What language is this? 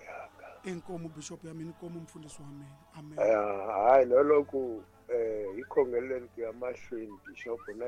Tsonga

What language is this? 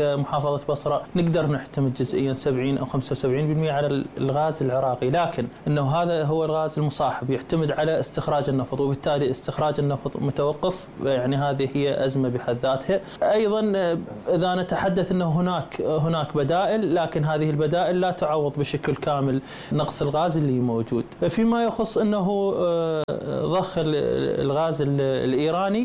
Mesopotamian Arabic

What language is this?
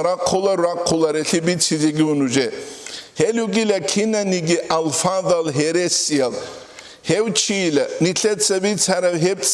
Avaric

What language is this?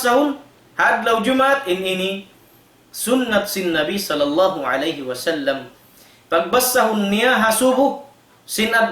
Tausug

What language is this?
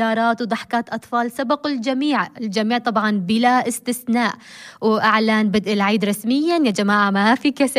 North Levantine Arabic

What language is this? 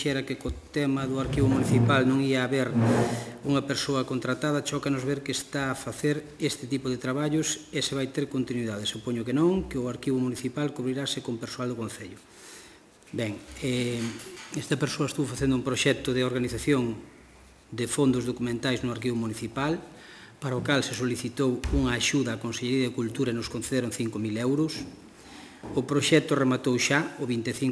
Galician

